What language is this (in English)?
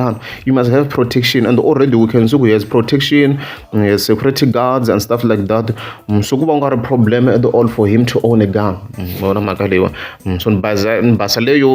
Tsonga